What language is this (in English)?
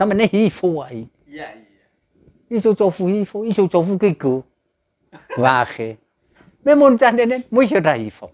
Nias